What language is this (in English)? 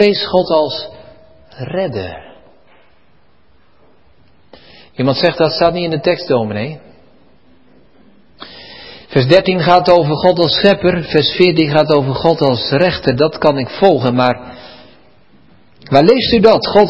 Dutch